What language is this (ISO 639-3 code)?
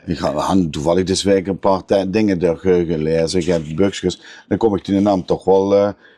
lim